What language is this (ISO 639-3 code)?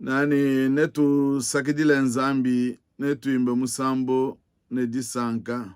lua